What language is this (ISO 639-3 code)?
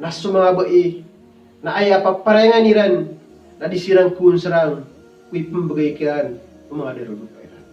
mrw